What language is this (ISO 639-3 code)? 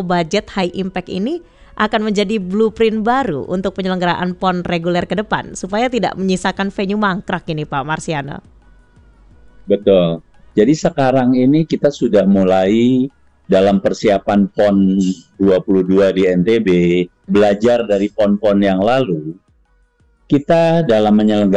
ind